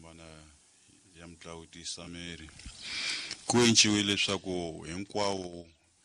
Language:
Tsonga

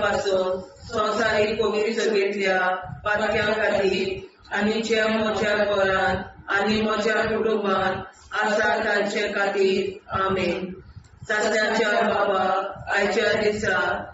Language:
Konkani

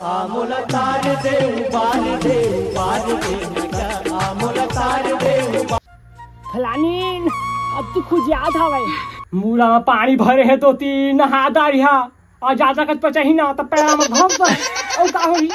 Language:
Chhattisgarhi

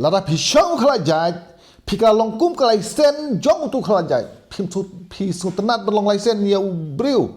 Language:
Khasi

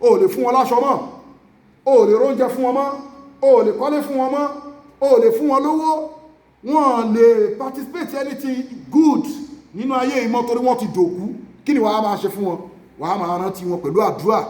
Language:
Yoruba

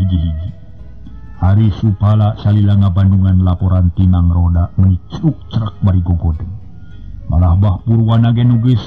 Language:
Sundanese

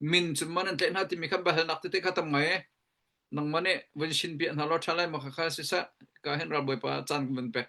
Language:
Hakha Chin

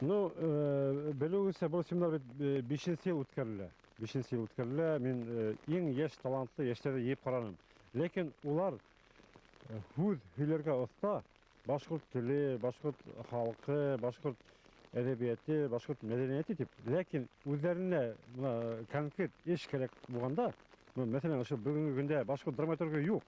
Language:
Bashkir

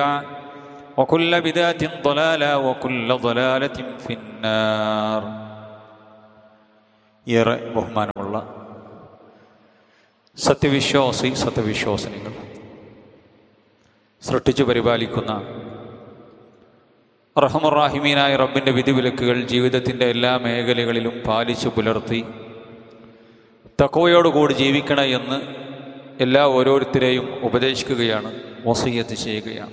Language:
Malayalam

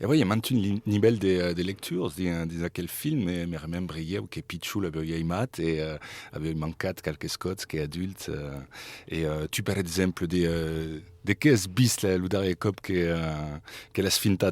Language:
Occitan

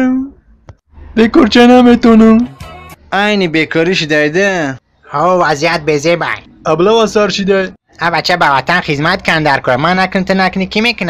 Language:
Tajik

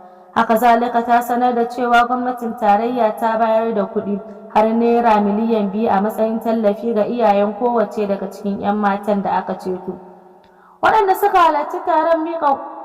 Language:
Hausa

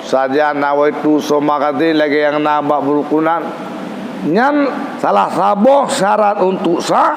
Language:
Achinese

